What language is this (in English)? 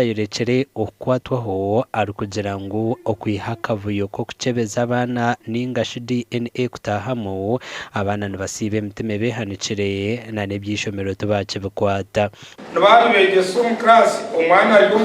Nyankole